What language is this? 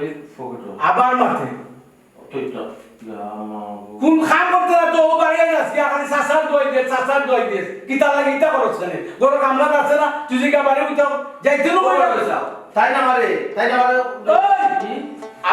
Sylheti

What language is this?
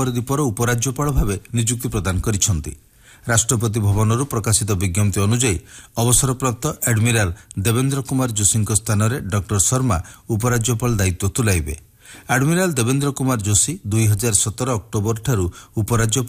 Odia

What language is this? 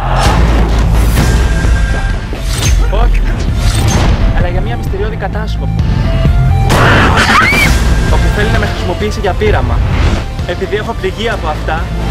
Greek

